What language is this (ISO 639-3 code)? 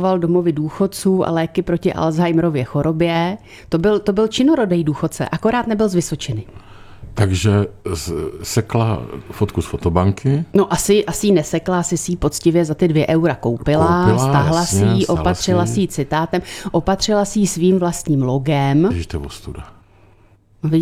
ces